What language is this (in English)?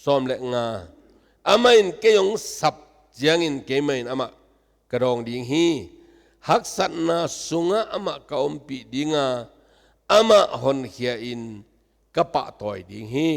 Tedim Chin